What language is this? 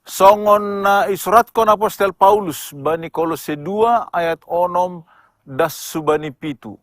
Batak Simalungun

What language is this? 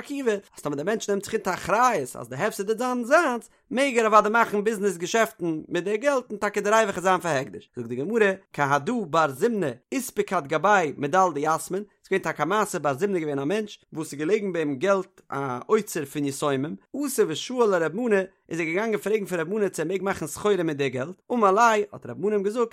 Yiddish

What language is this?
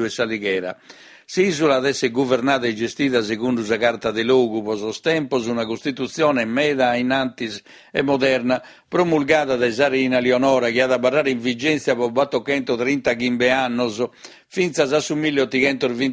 Sardinian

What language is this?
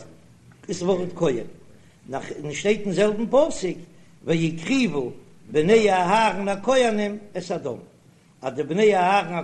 Yiddish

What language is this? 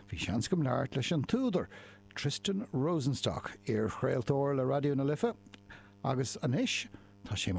Irish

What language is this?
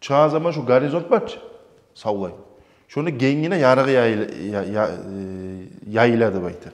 Kumyk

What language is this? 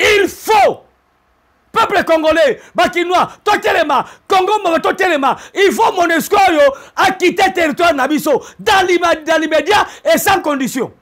Lingala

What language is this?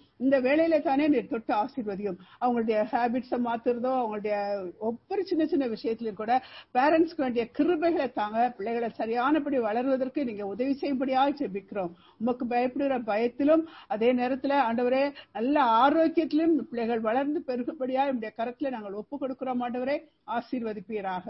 Tamil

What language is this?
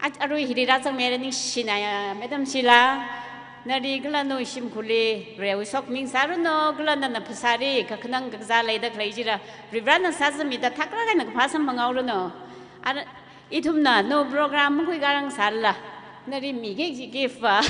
Tangkhul Naga (India)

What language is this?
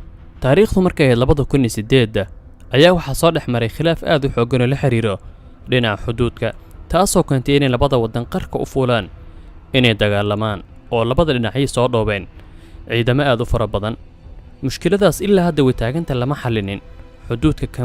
Somali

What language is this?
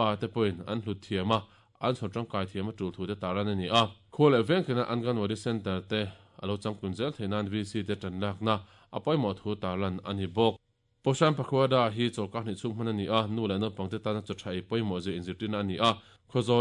Mizo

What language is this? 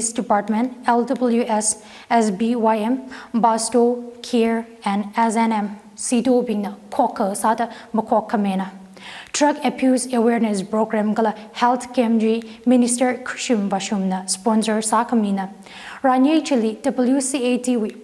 Tangkhul Naga (India)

